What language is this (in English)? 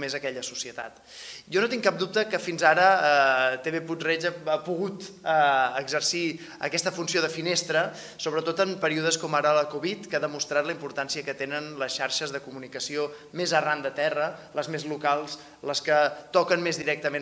Catalan